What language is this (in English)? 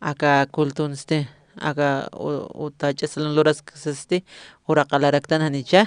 Aymara